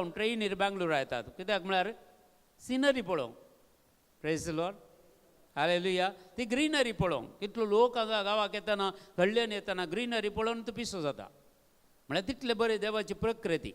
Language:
Konkani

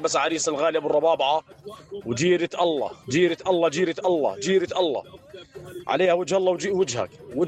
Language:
North Levantine Arabic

